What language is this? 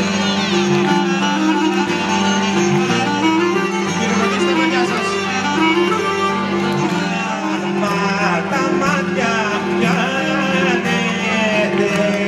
Greek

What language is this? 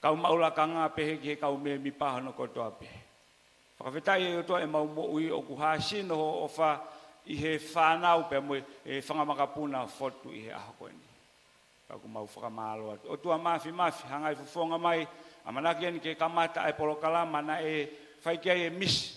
Tongan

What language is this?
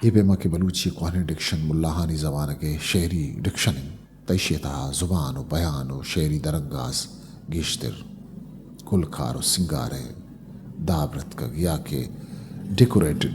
Eastern Balochi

